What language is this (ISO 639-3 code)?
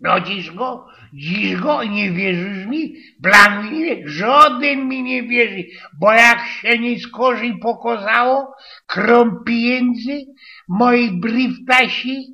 szl